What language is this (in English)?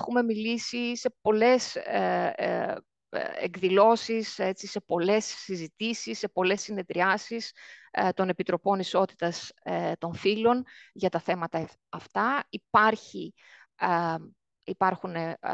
Greek